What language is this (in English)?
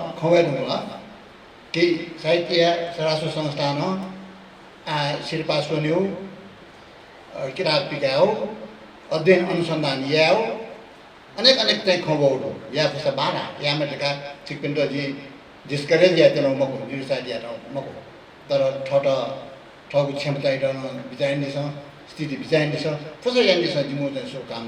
Newari